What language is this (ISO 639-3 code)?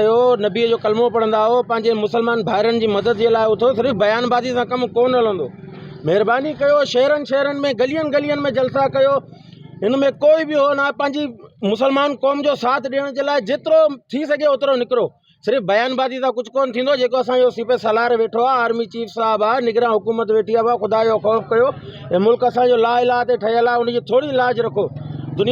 snd